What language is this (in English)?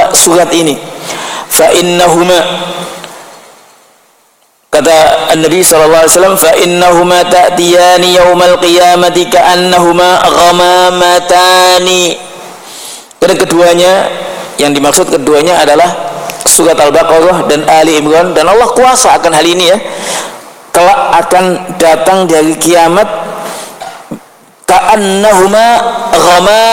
Indonesian